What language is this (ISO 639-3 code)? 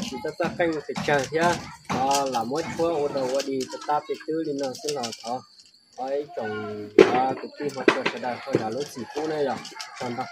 hmn